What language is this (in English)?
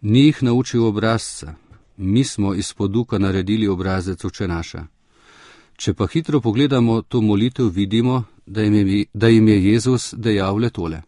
Slovenian